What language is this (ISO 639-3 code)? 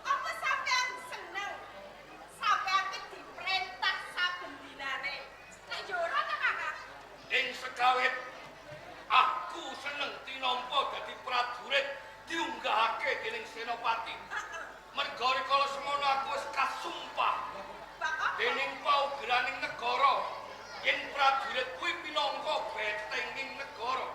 jav